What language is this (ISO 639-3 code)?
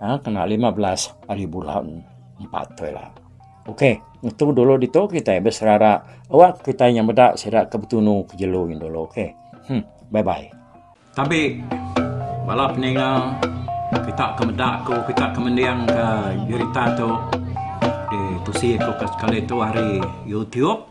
iba